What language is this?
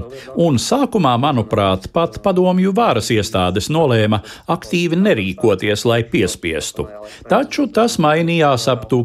Latvian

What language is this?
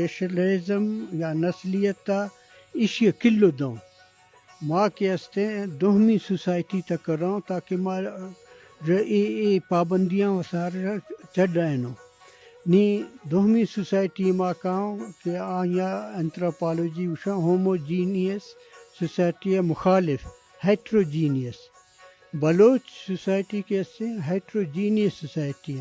Eastern Balochi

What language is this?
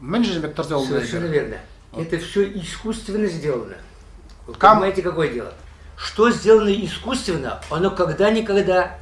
Chuvash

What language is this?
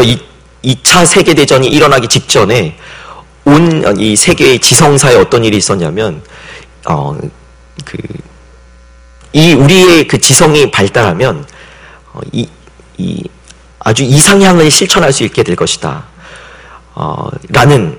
Korean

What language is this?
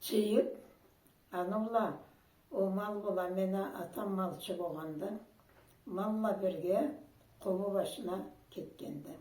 Karachay-Balkar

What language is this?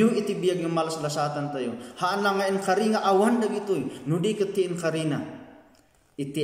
Iloko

